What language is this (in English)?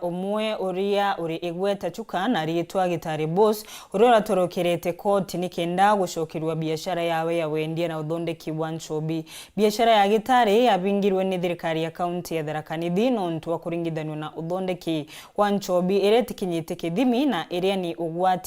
Meru